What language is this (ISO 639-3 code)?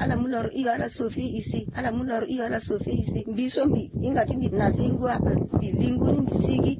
sag